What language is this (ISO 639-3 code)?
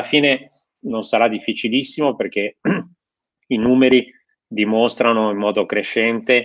ita